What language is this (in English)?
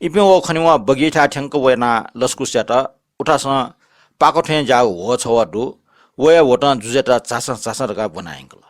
Newari